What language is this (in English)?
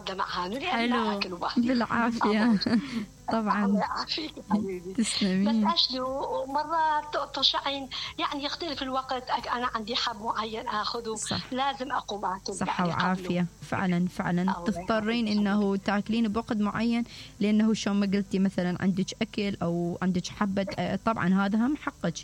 Mesopotamian Arabic